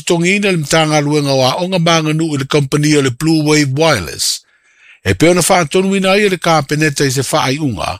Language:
Samoan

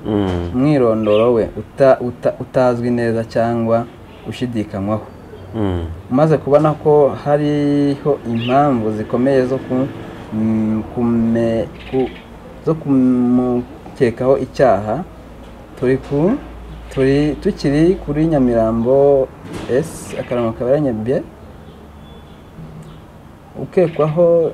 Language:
Kinyarwanda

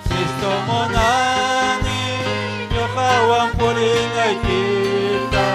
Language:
Ayacucho Quechua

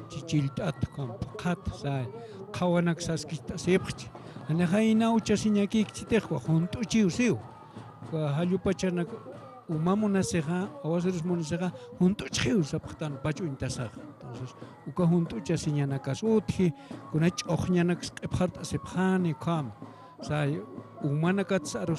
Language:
Aymara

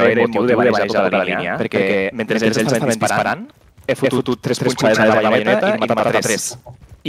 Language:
Catalan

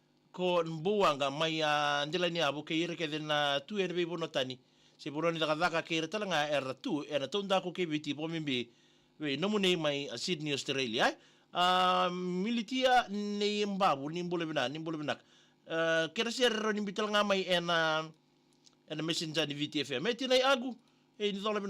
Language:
Fijian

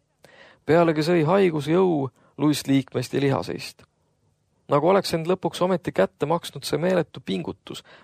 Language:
Estonian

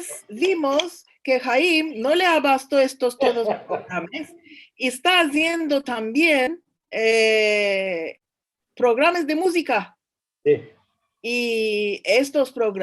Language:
Ladino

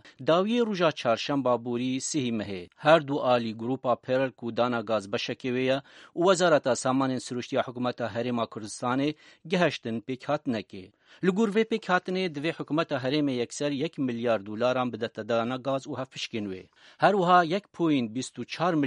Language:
Kurdish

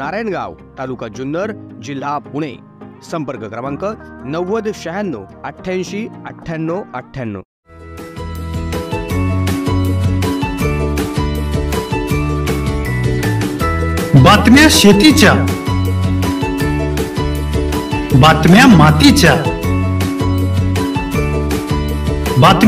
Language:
Marathi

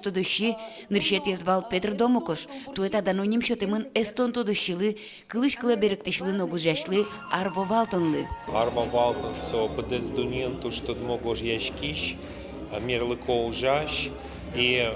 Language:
Udmurt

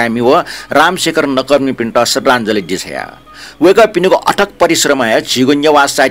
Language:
Newari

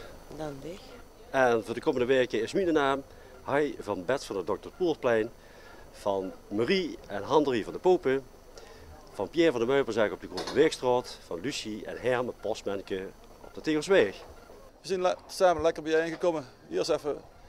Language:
Limburgish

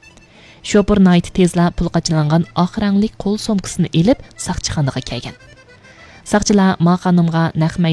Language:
Uyghur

